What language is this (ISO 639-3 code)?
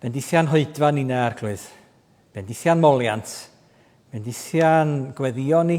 cym